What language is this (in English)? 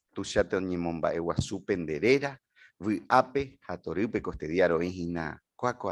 Guarani